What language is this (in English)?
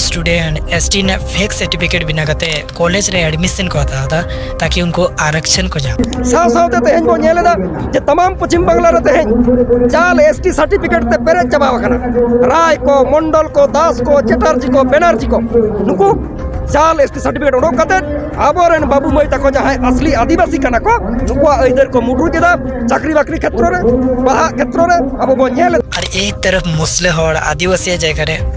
Santali